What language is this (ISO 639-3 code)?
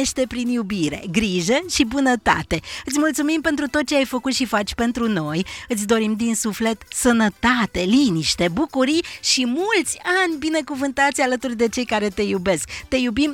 ron